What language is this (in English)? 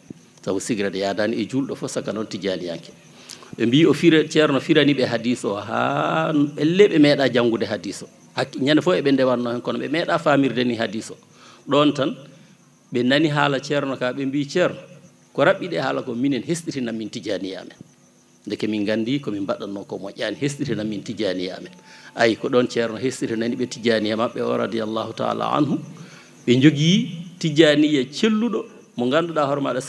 Fula